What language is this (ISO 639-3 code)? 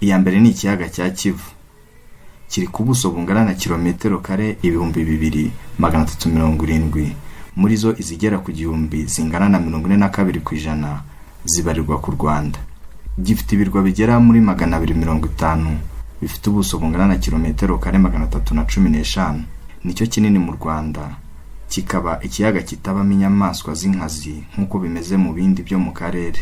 kin